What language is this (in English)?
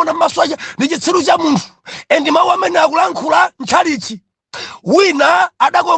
Nyanja